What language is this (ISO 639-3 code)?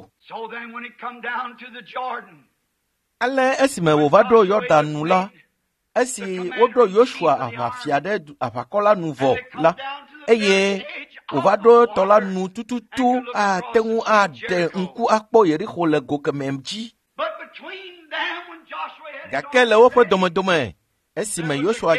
ewe